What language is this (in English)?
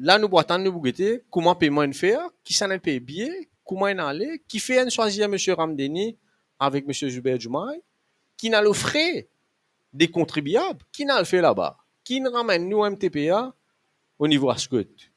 Morisyen